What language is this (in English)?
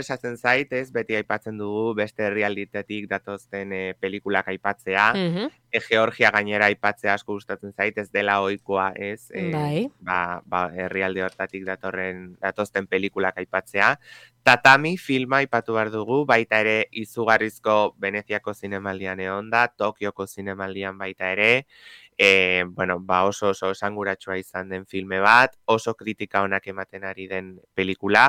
Basque